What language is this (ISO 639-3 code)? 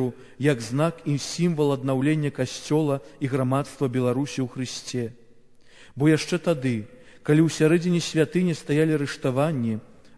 bel